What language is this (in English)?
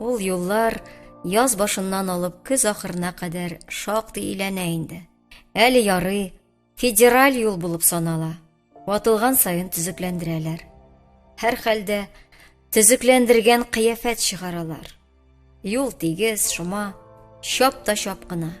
Tatar